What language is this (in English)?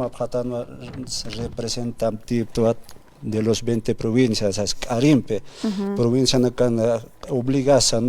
Aymara